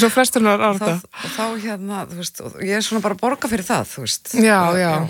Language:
Icelandic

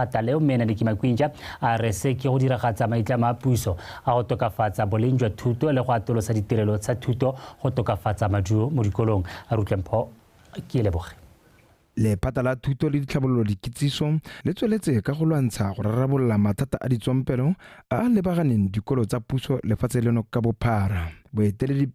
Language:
Tswana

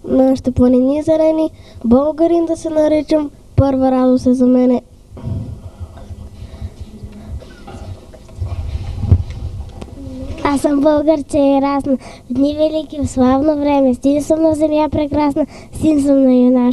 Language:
Bulgarian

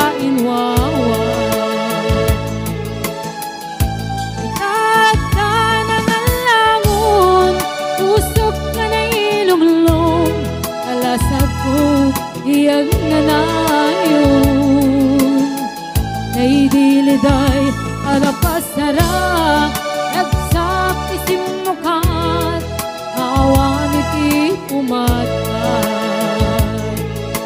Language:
Iloko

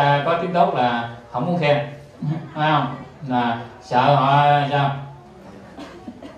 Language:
Vietnamese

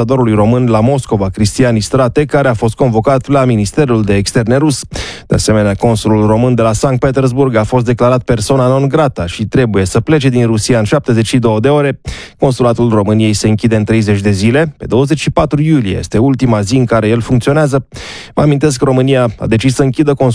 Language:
Romanian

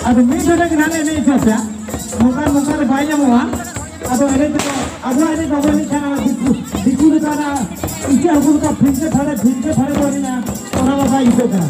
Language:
Santali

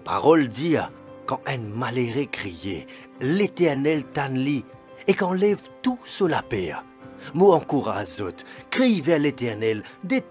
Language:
Morisyen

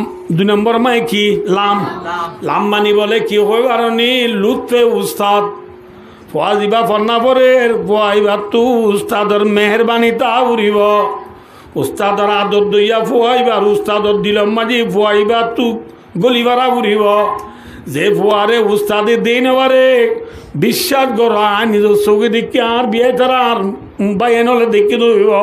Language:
Rohingya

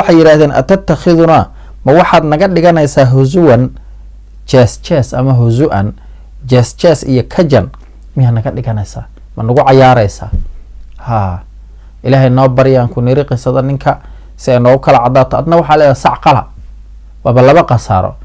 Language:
Somali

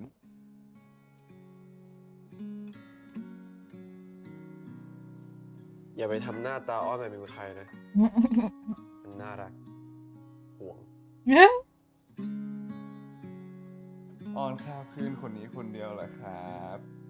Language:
Thai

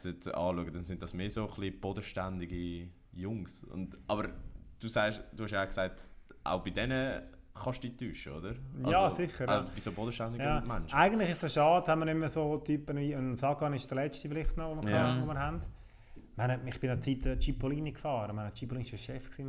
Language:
Swiss German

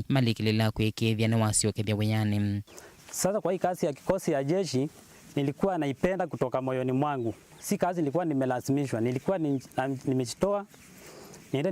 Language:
Kamba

